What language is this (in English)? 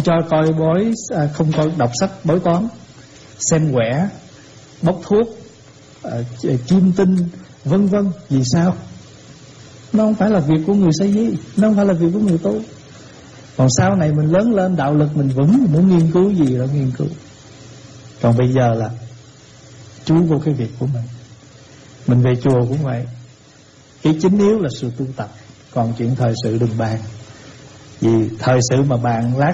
Vietnamese